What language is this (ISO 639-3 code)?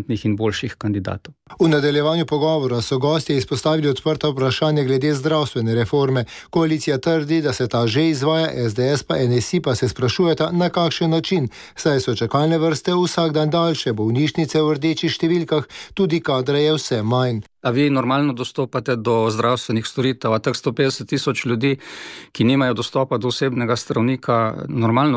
slv